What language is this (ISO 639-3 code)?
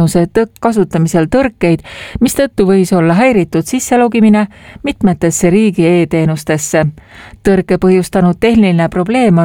est